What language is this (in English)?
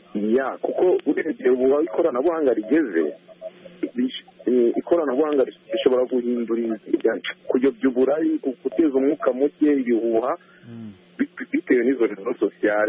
Kinyarwanda